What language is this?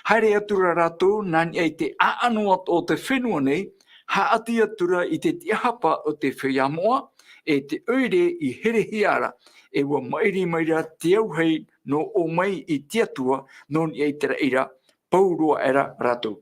Tahitian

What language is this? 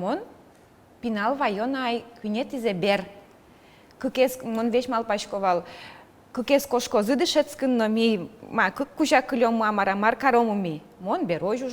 Udmurt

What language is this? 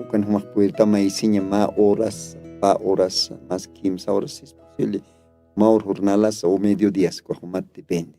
Aymara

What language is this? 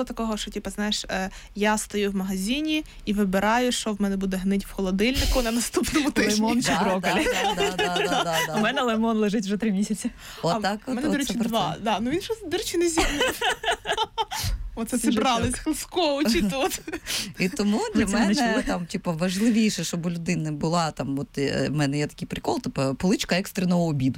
Ukrainian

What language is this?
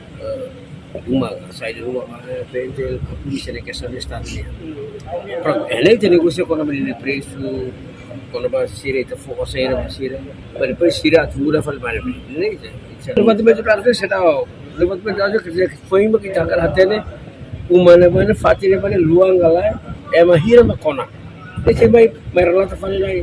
Tetum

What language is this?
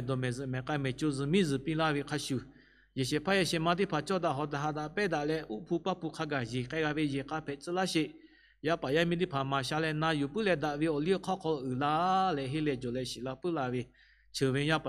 Lahu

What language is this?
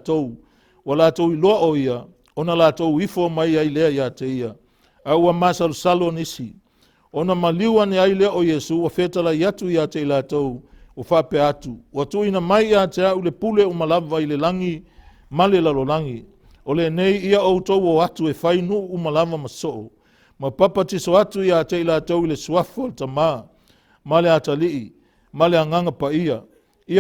Samoan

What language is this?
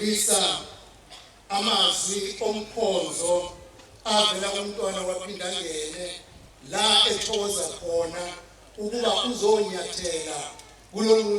Zulu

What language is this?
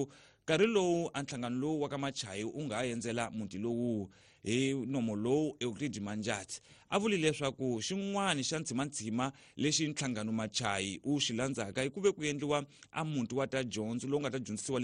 Tsonga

